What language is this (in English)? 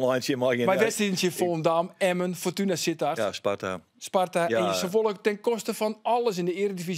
Western Frisian